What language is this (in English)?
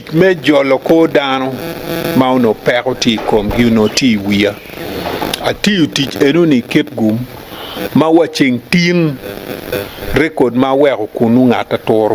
Acoli